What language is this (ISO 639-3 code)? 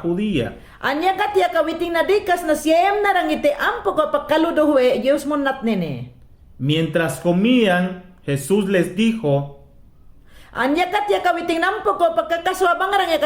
yan